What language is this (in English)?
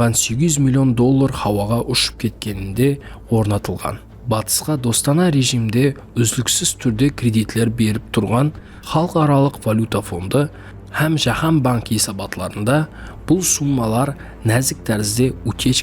Kara-Kalpak